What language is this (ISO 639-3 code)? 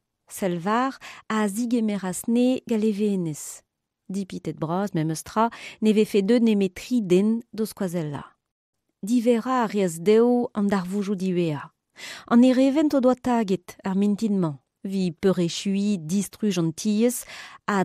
bre